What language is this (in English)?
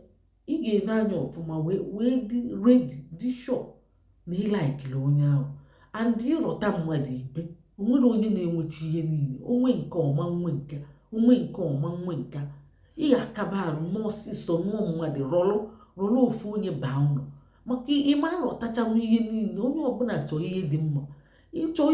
Igbo